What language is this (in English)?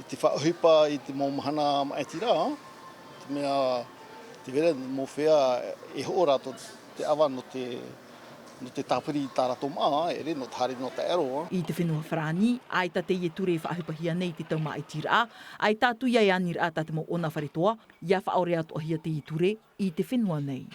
Tahitian